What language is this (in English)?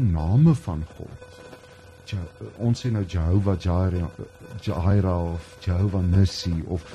Afrikaans